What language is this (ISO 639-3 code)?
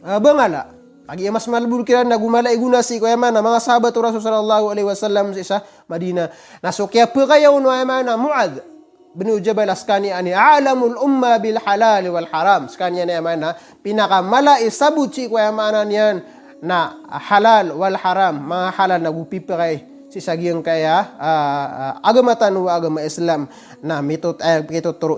mrw